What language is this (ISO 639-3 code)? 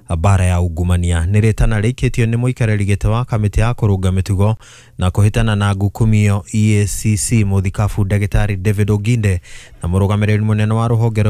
kik